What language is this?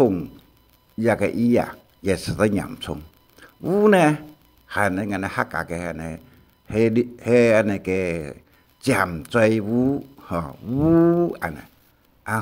Hakka Chinese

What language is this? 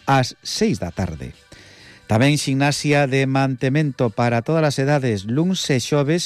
Galician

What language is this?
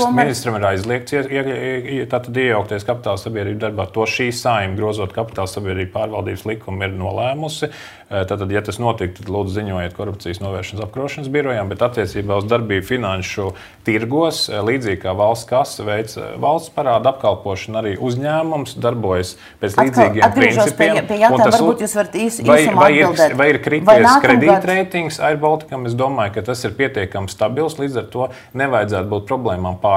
Latvian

